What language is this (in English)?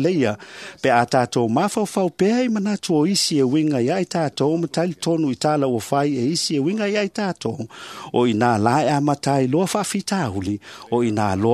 Samoan